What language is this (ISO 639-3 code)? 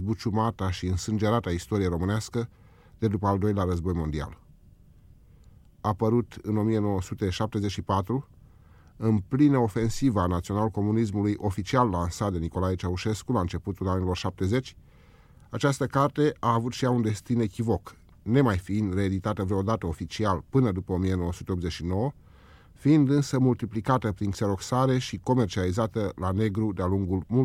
ron